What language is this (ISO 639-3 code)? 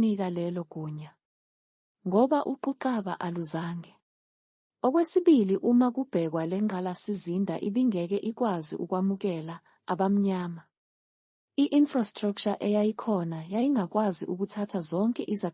zul